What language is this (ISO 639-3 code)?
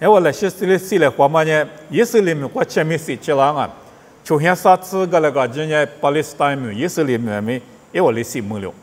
lis